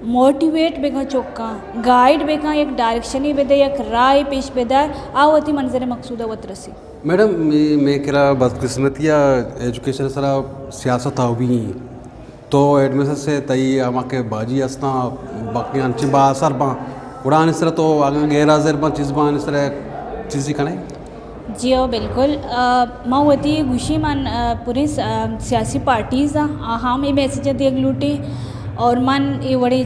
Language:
Eastern Balochi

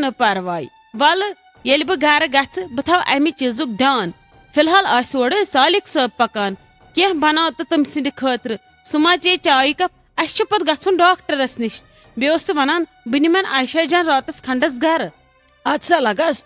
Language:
Kashmiri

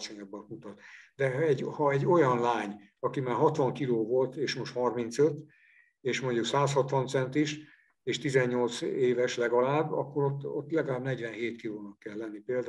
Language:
Hungarian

